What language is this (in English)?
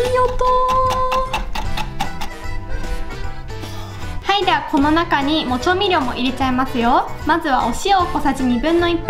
Japanese